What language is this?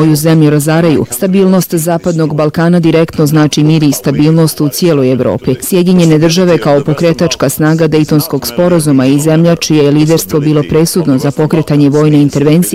Bosnian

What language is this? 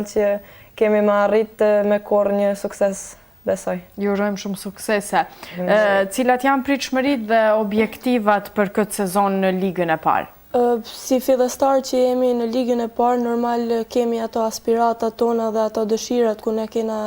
Albanian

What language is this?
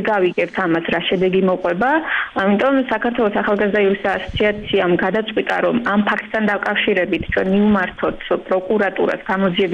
Georgian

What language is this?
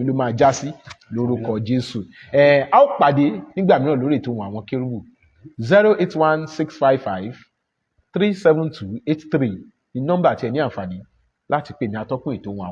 Yoruba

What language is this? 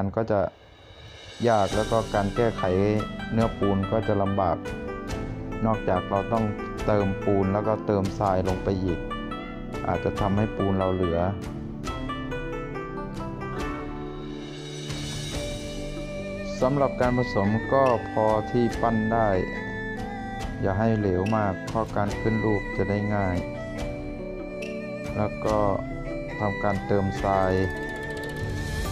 Thai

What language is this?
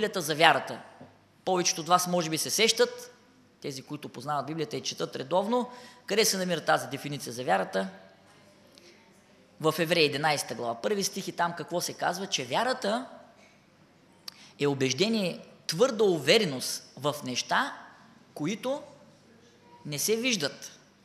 Bulgarian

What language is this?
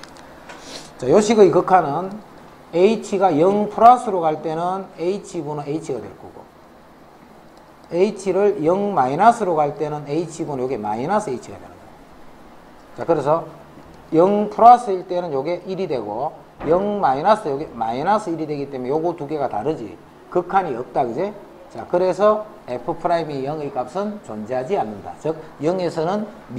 Korean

